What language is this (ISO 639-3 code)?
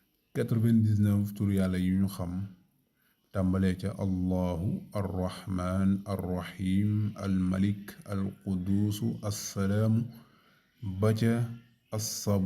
wol